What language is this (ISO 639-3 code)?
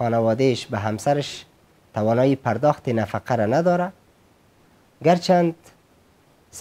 fas